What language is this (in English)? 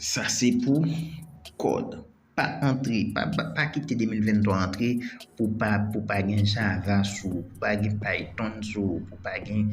Haitian Creole